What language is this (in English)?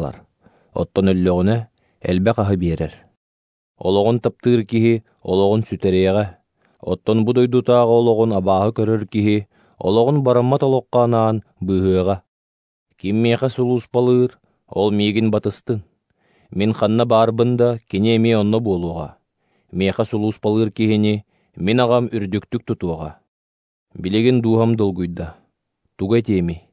Yakut